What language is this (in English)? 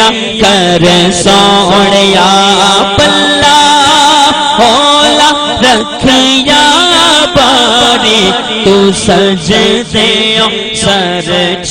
Saraiki